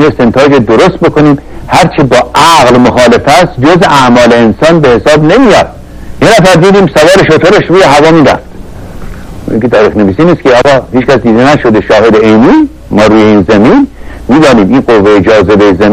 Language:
Persian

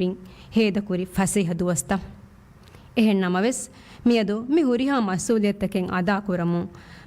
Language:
Divehi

